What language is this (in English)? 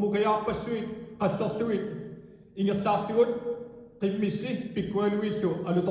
Kalaallisut